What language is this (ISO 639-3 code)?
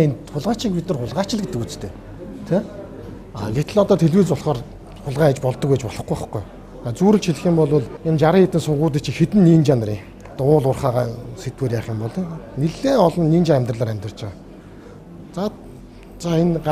mon